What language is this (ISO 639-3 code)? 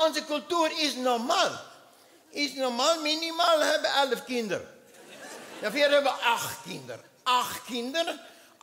lim